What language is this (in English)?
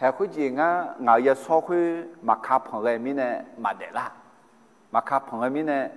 Akha